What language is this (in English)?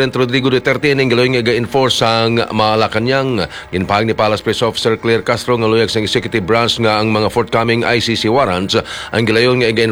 Hiligaynon